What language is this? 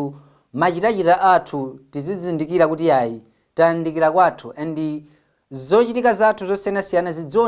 Nyanja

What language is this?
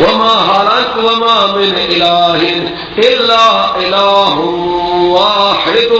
Persian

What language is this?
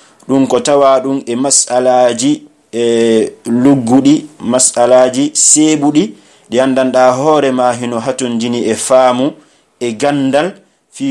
Pular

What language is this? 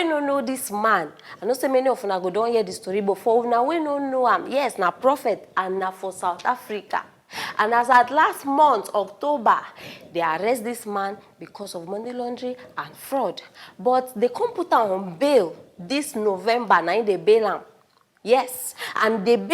Nigerian Pidgin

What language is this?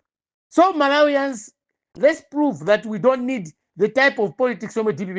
Nyanja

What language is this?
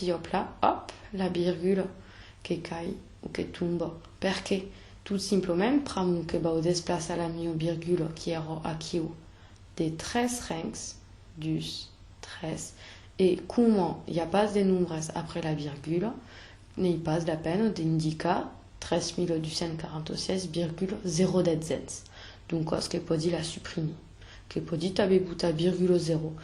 Occitan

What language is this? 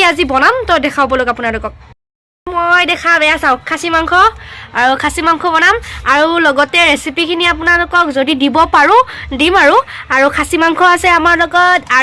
Assamese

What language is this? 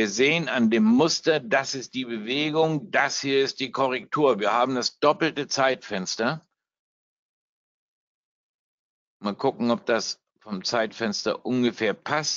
German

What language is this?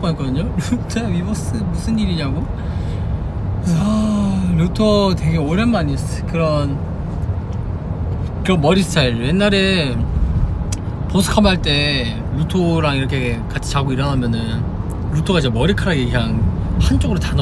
Korean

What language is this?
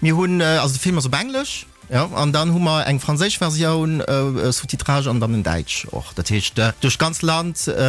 Luxembourgish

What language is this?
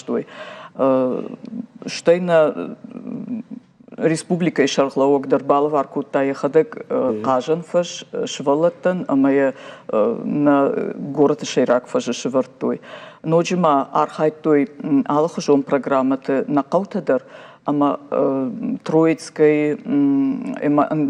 Ossetic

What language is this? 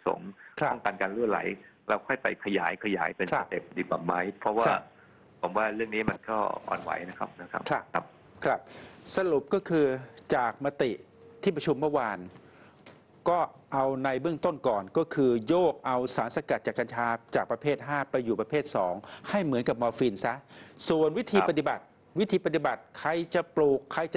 Thai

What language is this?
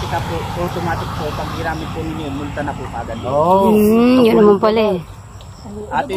Filipino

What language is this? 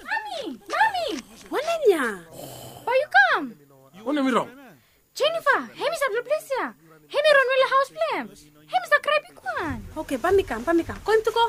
Bislama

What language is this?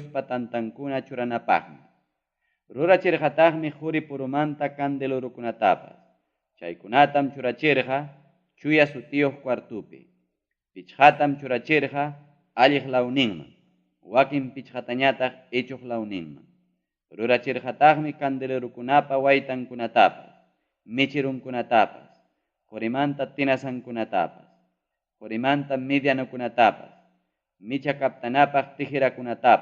Ayacucho Quechua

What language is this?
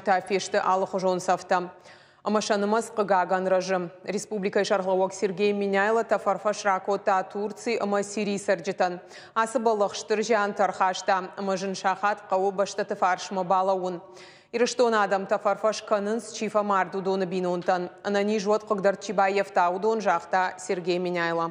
Ossetic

